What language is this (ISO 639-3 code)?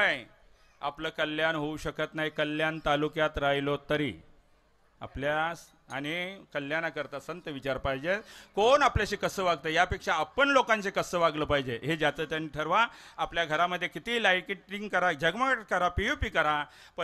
mar